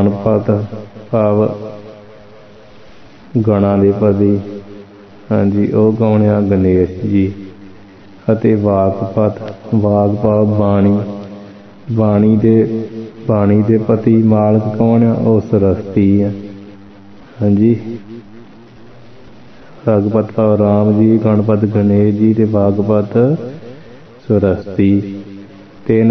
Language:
Punjabi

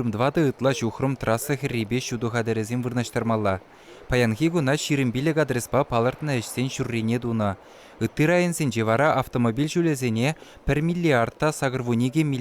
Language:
Chuvash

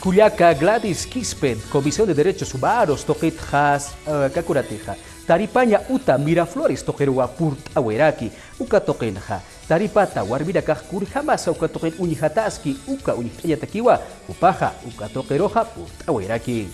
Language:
Aymara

